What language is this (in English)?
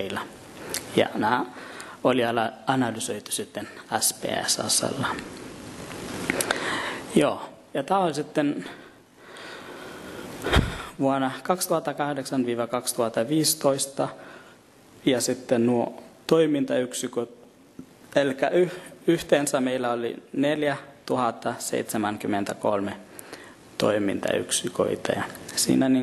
Finnish